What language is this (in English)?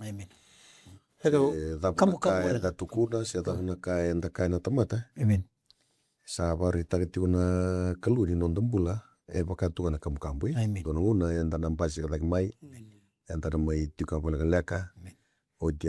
Fijian